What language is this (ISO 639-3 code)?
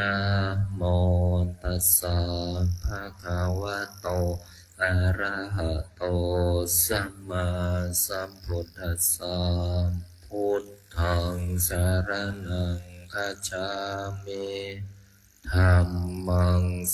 pli